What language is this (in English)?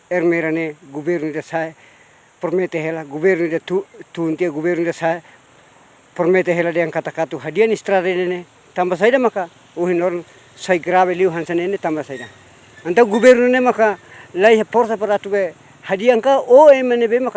Tetum